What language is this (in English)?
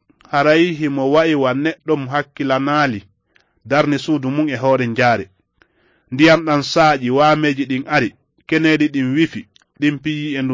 Fula